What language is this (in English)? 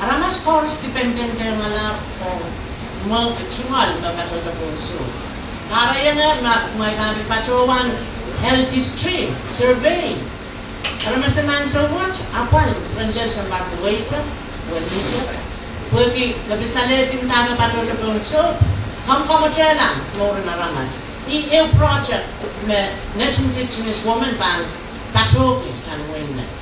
Pohnpeian